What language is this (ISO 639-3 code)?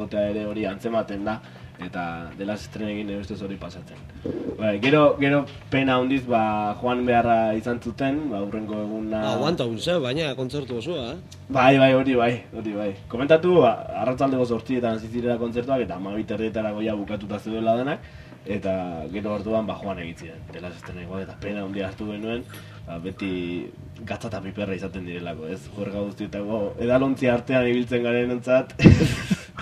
eus